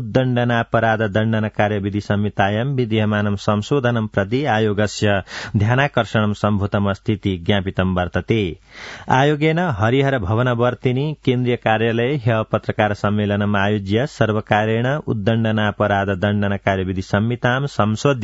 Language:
Sanskrit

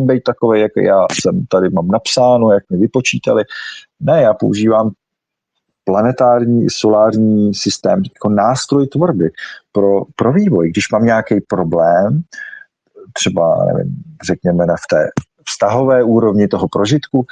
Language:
Czech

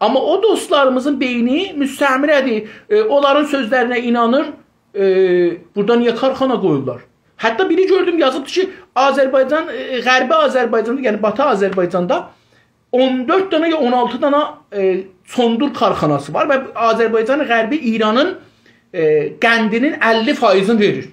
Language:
South Azerbaijani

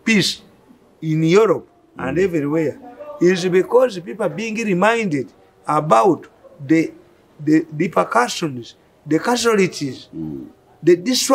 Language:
English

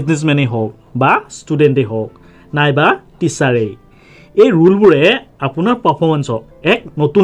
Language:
Assamese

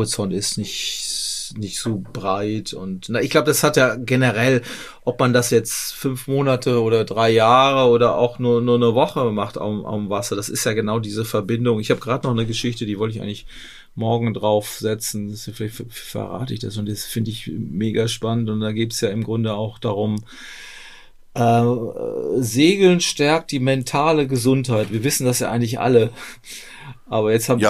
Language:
German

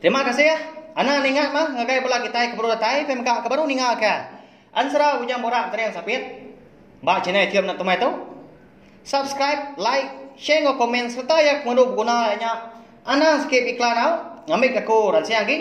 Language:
Iban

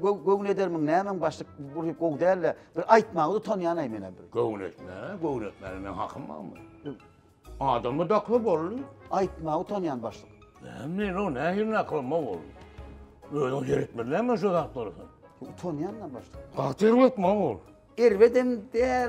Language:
Turkmen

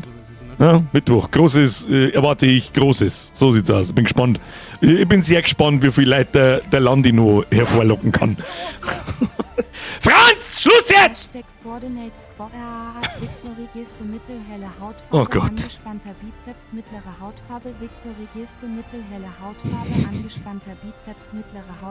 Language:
Bavarian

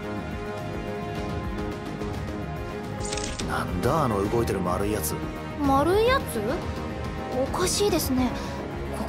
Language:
Japanese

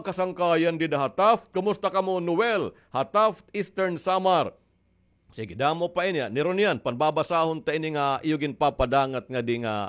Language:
Waray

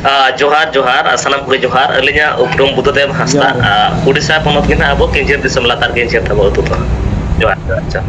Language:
Santali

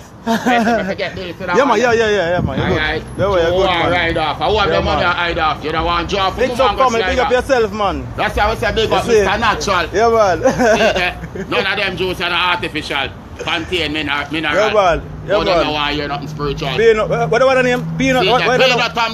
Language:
Jamaican Creole English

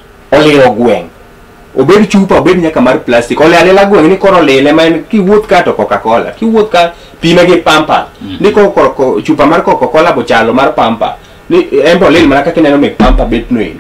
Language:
Luo (Kenya and Tanzania)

